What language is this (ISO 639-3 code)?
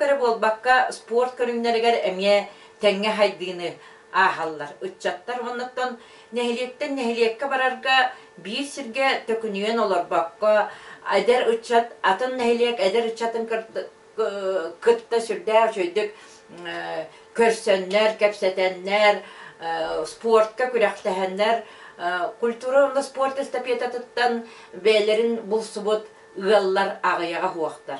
sah